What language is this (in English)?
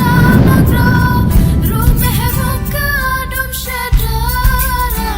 Achinese